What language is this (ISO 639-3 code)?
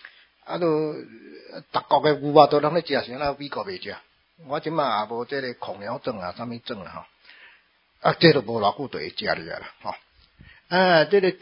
nan